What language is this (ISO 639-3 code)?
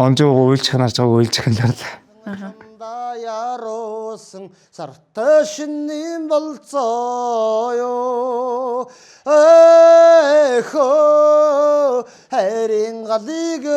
mon